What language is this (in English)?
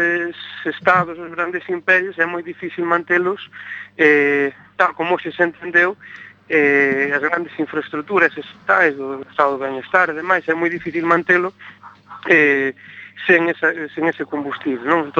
Galician